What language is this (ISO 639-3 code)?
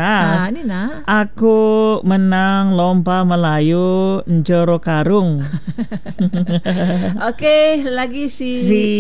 msa